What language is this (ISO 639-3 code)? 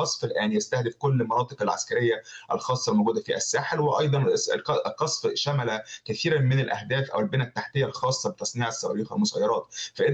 ara